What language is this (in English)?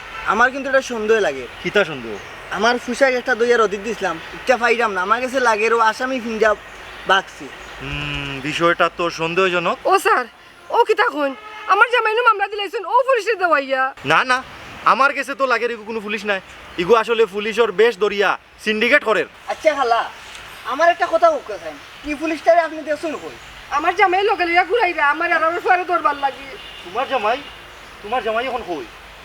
Sylheti